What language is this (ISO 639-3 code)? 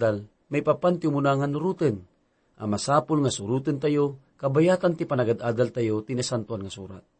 ilo